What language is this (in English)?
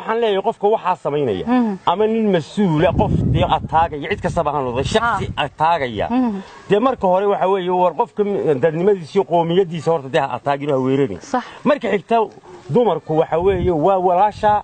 Somali